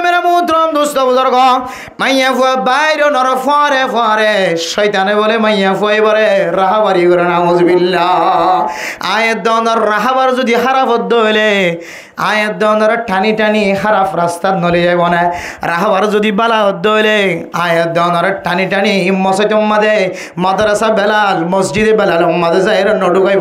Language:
Rohingya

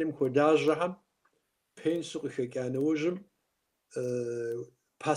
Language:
Kabardian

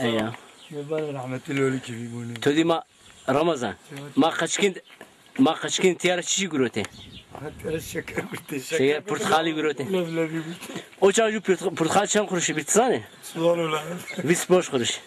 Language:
Zaza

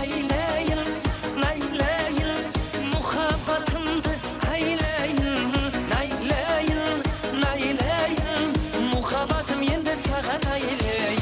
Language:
Kara-Kalpak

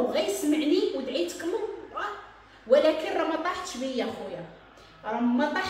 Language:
Moroccan Arabic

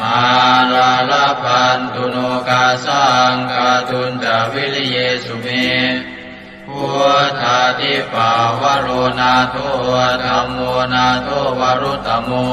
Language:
Pali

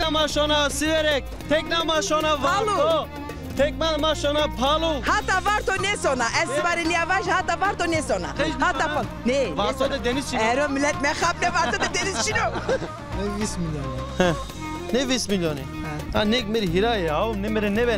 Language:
Zaza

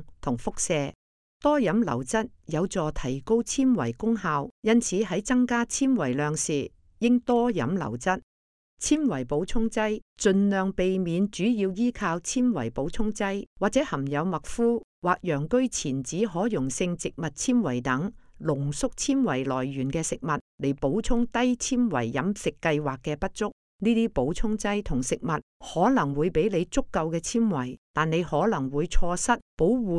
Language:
Cantonese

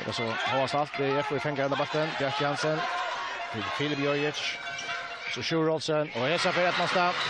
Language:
Faroese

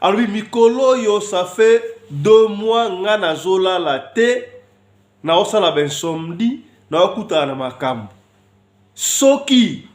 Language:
Lingala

